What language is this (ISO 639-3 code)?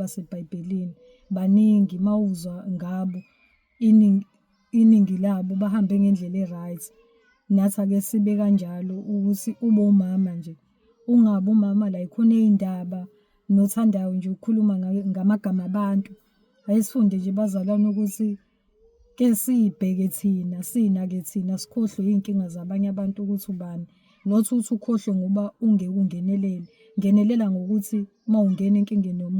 zul